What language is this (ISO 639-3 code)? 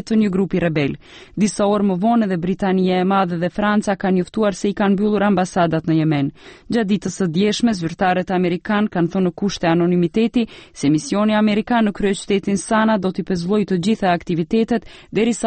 sqi